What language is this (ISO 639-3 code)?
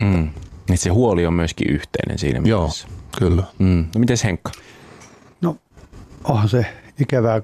fin